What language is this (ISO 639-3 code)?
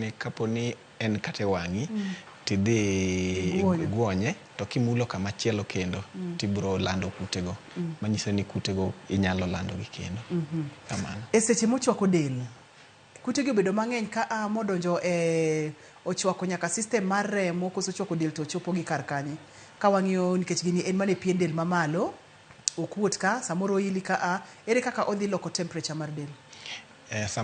luo